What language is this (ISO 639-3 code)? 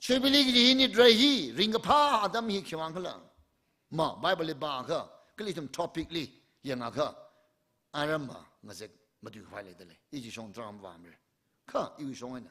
nmf